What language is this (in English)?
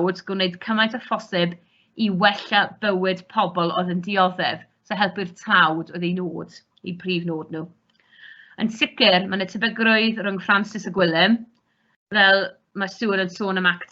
Welsh